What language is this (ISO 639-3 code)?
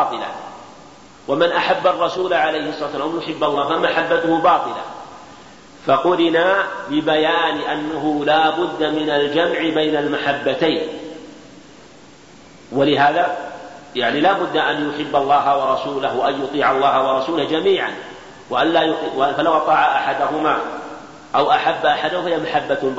ara